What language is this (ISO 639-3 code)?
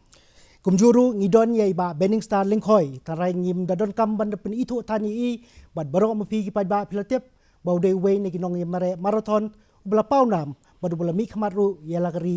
kha